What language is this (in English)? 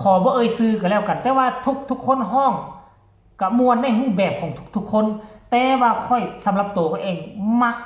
Northeastern Thai